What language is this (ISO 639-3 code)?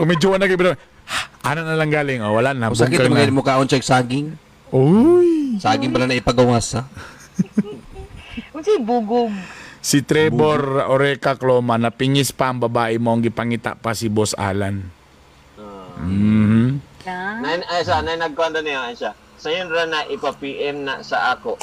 ceb